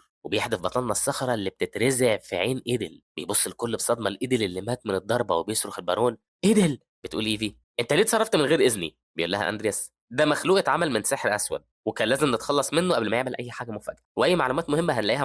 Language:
Egyptian Arabic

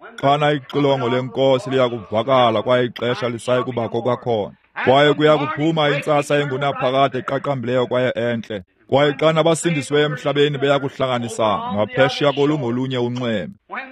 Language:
Xhosa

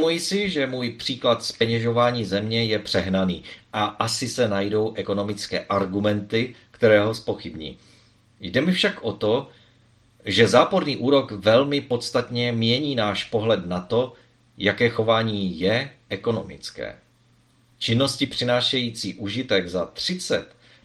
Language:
Czech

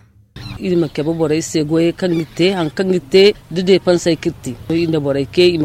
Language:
Zarma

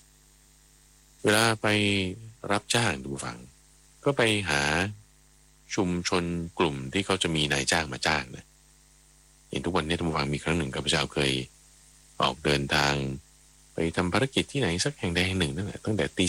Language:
Thai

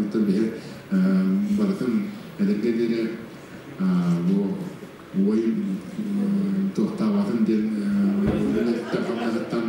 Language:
Yakut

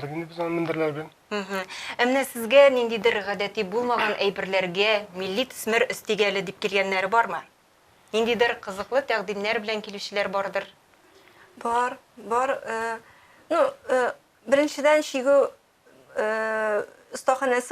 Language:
Tatar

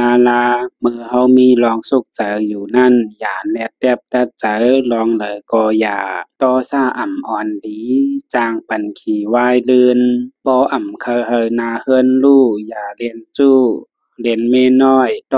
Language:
Shan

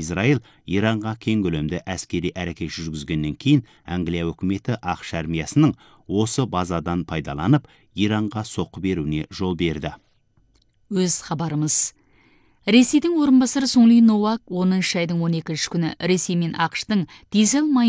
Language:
Kazakh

